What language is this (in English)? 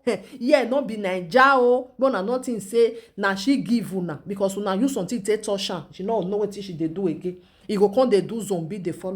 Nigerian Pidgin